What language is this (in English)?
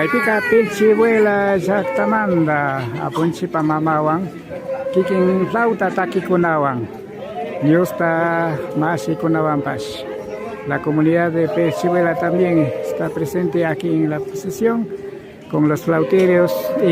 Imbabura Highland Quichua